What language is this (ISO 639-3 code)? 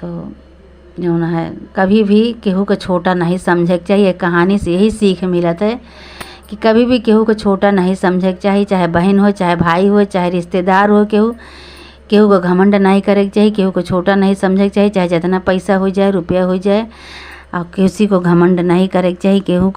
awa